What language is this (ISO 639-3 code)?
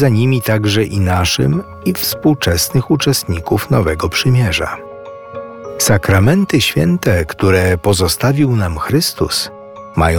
pol